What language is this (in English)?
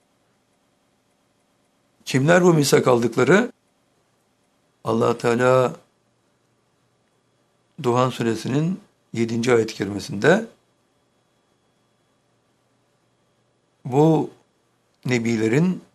Turkish